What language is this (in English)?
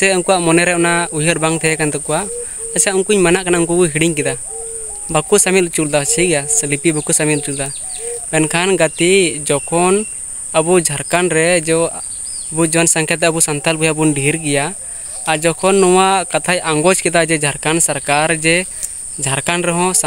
Santali